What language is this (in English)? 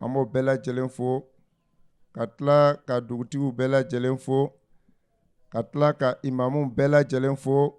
Bambara